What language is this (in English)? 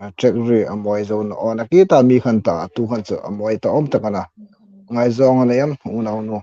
Hmar